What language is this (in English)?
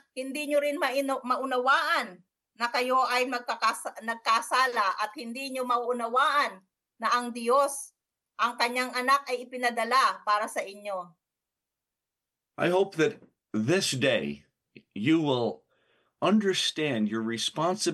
Filipino